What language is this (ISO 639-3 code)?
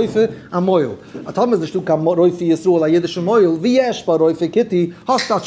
yid